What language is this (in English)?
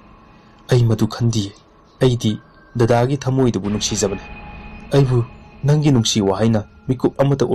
Manipuri